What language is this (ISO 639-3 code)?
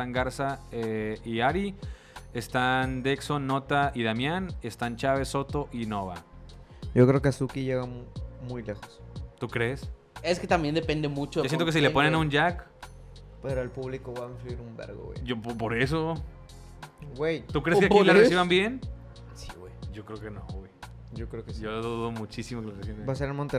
spa